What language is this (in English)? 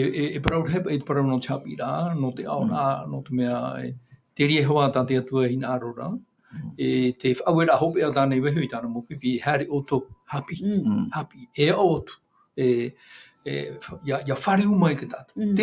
Tahitian